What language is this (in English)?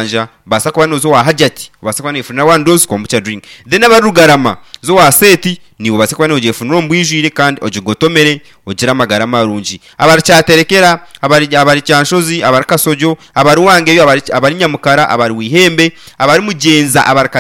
Nyankole